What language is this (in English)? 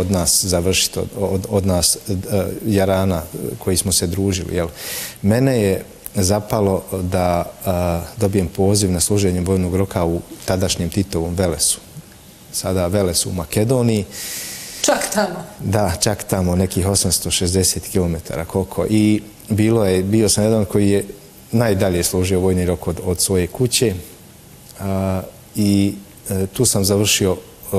Bosnian